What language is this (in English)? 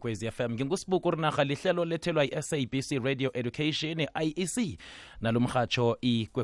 South Ndebele